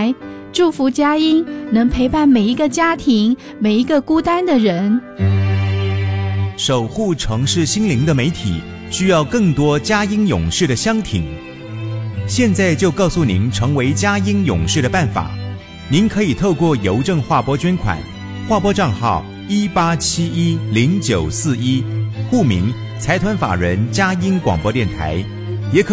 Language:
Chinese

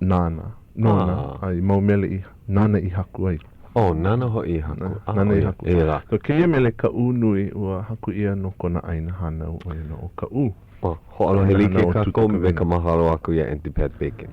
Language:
Hawaiian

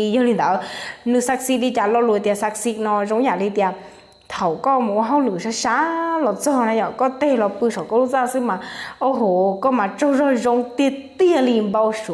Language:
Hmong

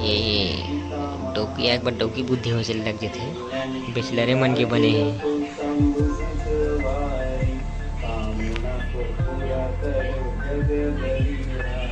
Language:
Chhattisgarhi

